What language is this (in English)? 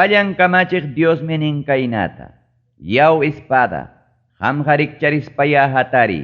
Ayacucho Quechua